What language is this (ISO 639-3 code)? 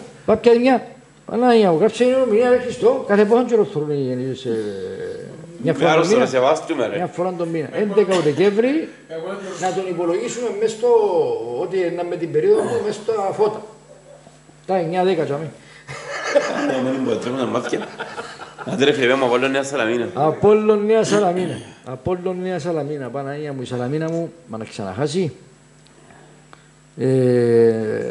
ell